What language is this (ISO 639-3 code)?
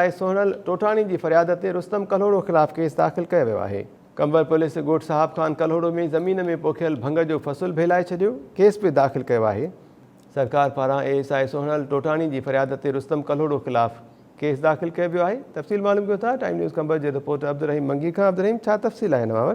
snd